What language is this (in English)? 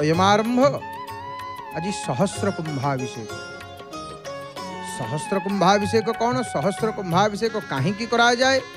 Odia